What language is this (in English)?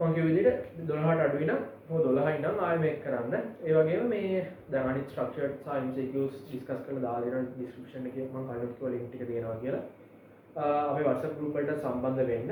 Sinhala